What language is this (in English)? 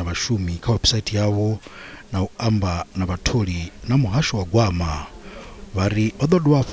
Venda